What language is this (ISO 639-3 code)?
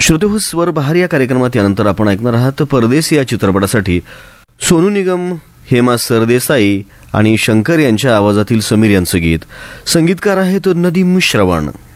mar